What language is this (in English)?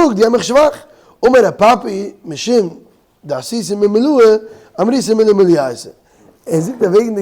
Yiddish